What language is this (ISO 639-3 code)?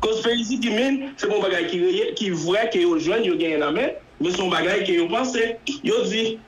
hat